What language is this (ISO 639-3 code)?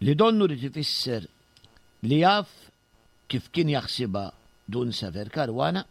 mlt